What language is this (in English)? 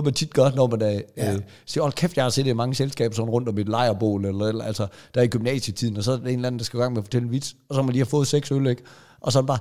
Danish